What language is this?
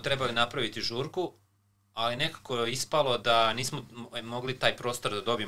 Serbian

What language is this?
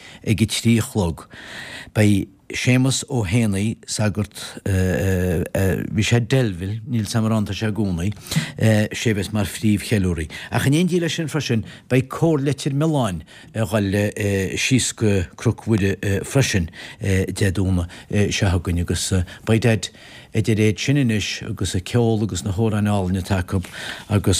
Irish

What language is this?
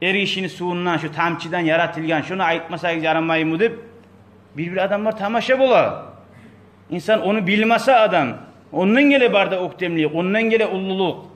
Kumyk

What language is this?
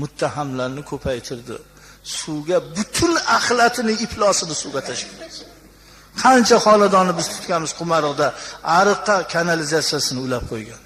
Uzbek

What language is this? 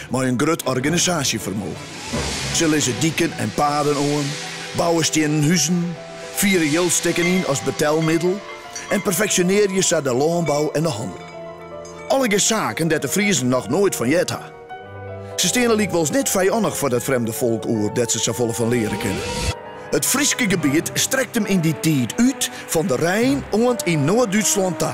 Western Frisian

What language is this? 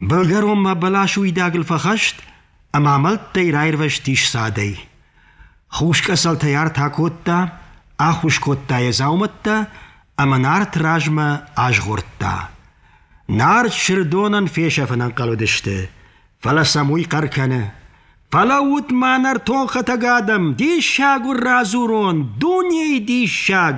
Ossetic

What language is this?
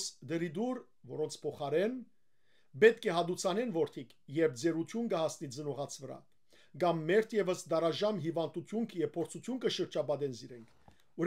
Western Armenian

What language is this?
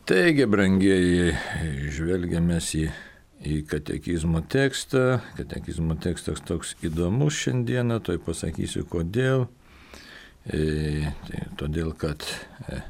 Lithuanian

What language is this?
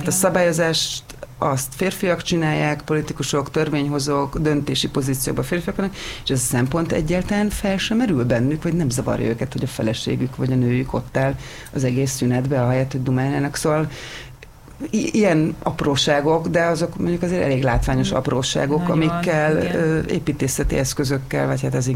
Hungarian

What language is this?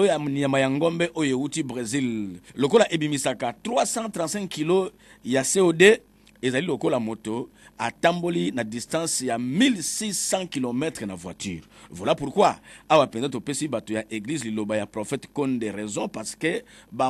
Lingala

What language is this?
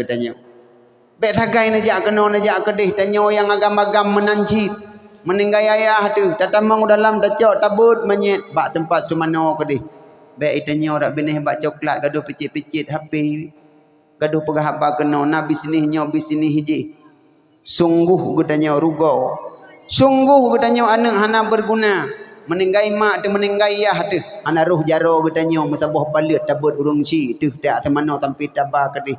Achinese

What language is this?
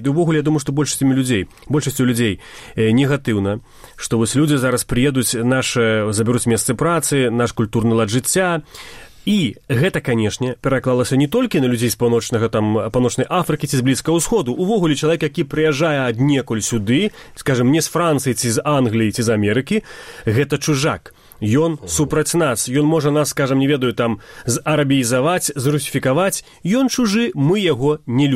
Belarusian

